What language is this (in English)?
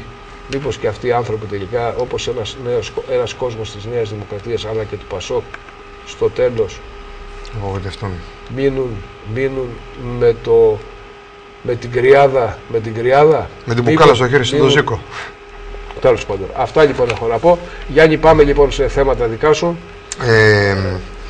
Greek